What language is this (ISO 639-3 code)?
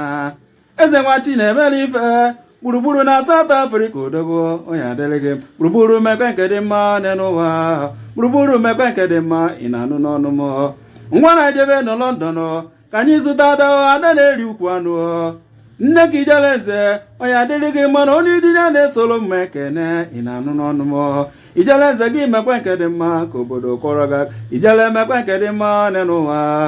ibo